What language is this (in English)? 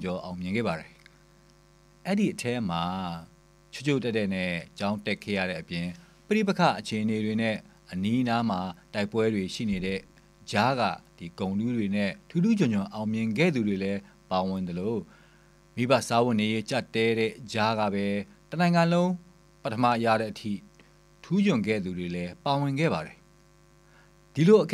Burmese